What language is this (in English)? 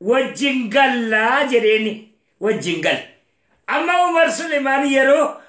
Oromo